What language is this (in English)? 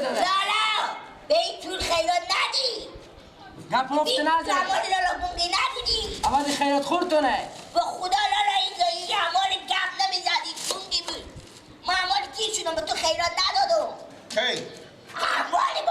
Persian